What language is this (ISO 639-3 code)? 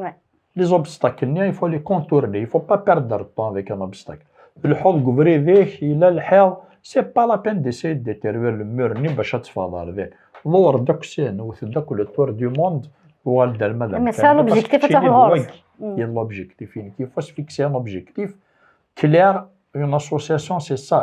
kab